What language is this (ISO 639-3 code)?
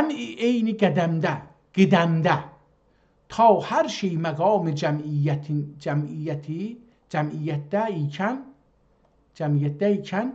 azb